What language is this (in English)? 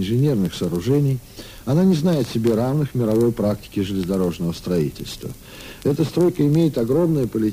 Russian